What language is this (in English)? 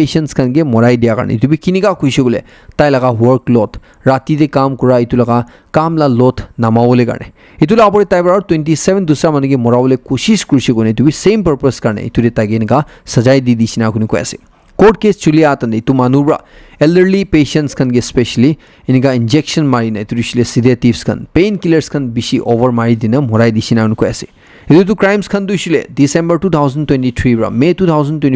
Naga Pidgin